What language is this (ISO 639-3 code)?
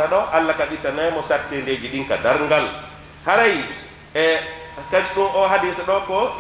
ful